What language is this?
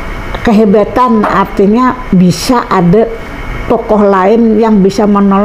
Banjar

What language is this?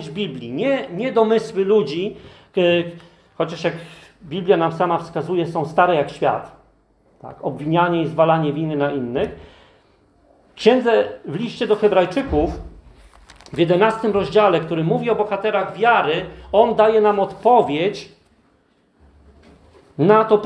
Polish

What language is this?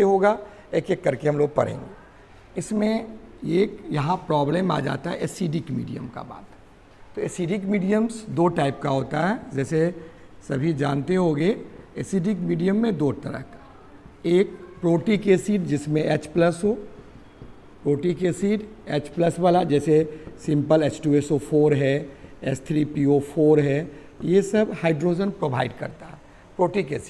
Hindi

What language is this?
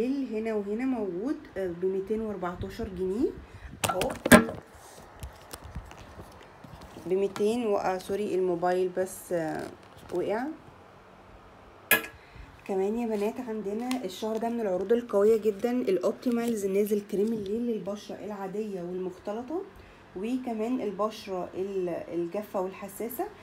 Egyptian Arabic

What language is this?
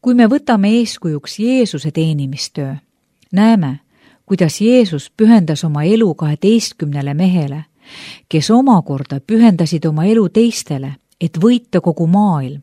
Estonian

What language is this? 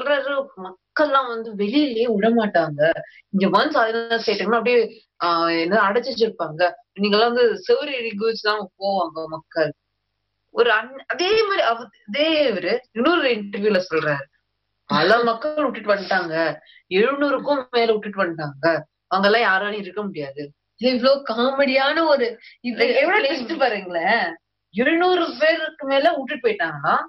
Tamil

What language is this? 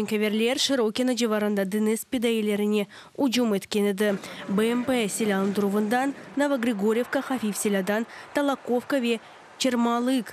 Crimean Tatar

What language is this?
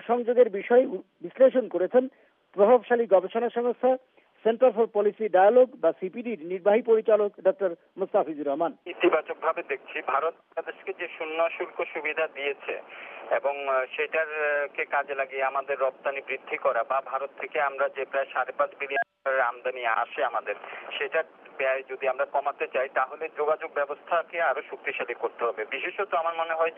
Bangla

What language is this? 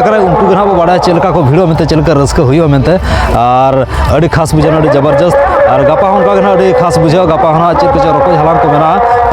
Santali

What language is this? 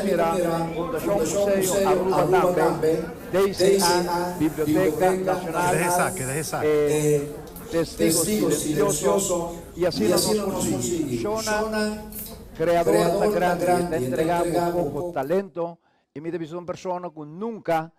Papiamento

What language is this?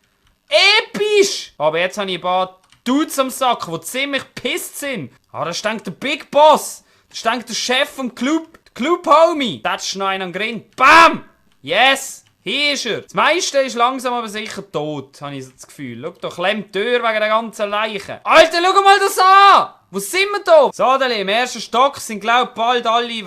Swiss German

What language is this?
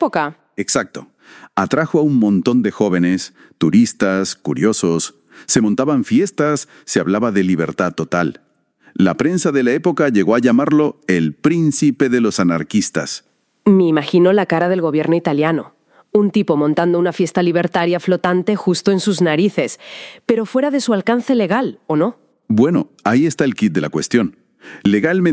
Spanish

